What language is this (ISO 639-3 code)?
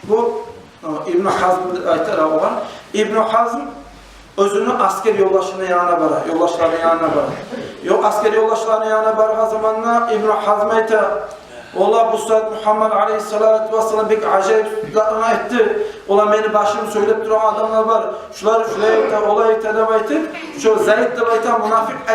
kum